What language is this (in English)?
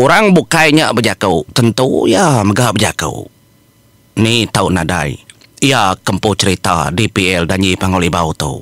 Iban